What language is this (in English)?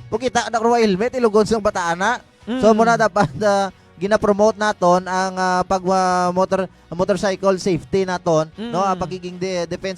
Hiligaynon